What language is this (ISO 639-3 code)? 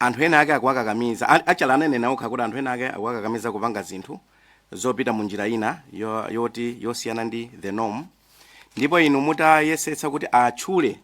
nya